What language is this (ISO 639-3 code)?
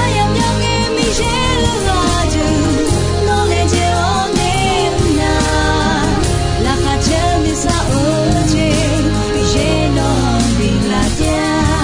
ahk